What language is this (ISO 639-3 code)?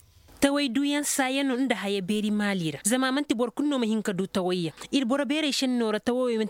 ses